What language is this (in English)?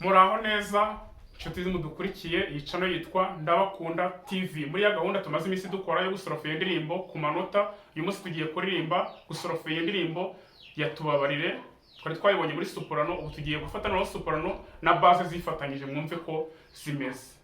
Kinyarwanda